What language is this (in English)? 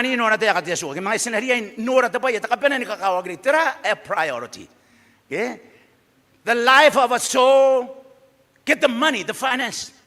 Gilbertese